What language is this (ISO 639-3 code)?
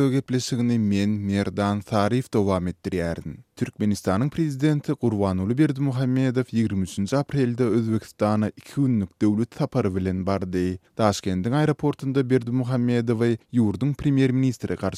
tuk